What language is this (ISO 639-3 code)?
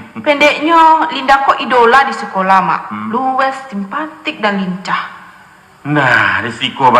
min